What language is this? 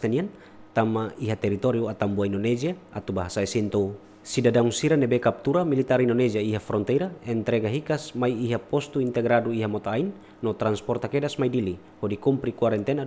Tetum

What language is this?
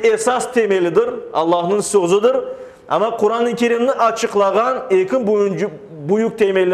Crimean Tatar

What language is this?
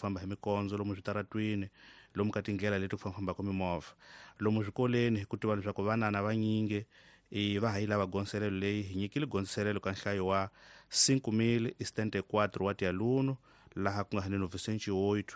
Tsonga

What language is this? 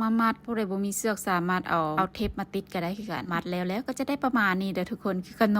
Lao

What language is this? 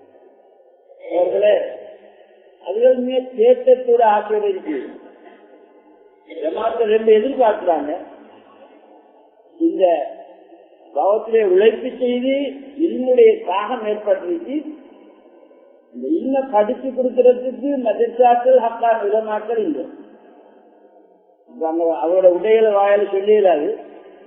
Tamil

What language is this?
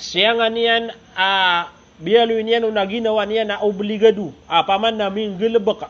Maranao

